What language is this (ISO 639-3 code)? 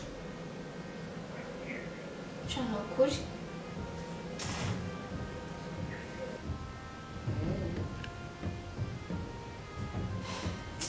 kin